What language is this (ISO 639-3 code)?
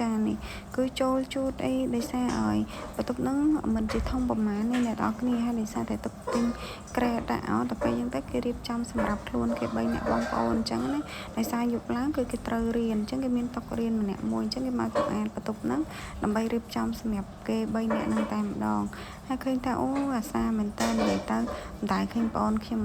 khm